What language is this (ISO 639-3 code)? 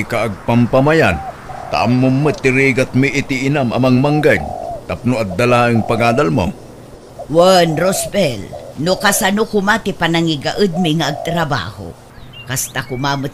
ilo